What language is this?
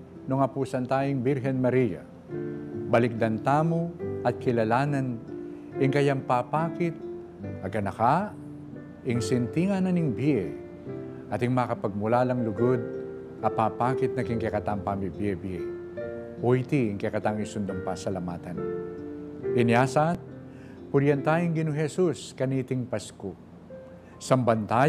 Pampanga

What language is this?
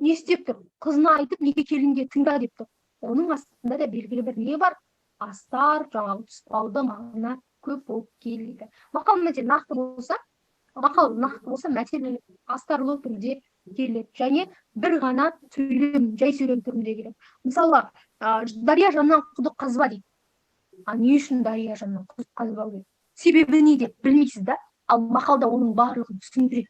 Kazakh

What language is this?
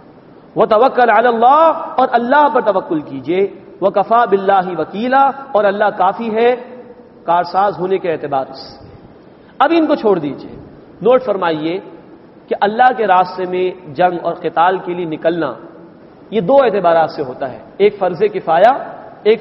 Urdu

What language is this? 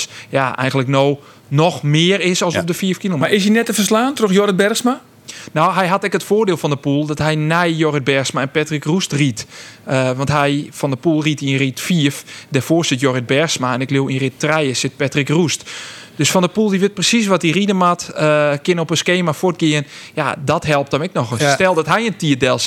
Western Frisian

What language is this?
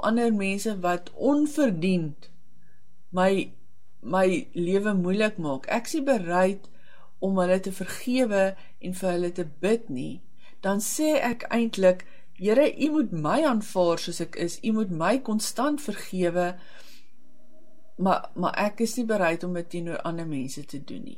Afrikaans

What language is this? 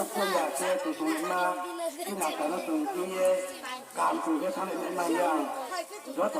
Riang (India)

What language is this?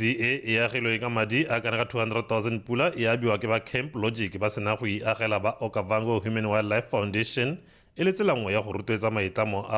Tswana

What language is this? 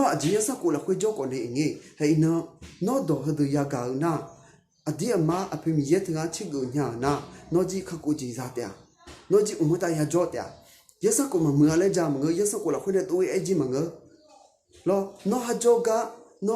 Akha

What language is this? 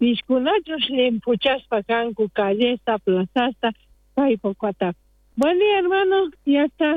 South Bolivian Quechua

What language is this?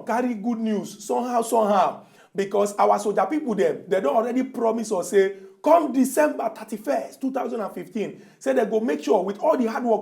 Nigerian Pidgin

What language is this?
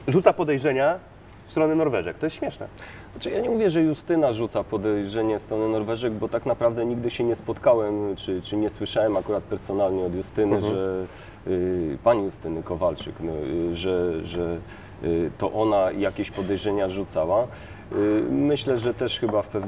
Polish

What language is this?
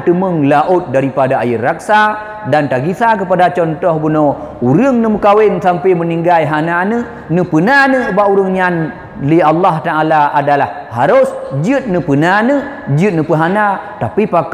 Achinese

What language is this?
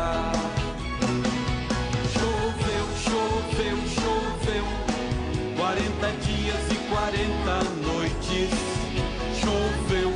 Portuguese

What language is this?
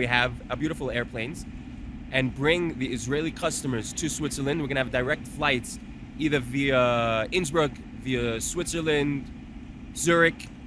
Romansh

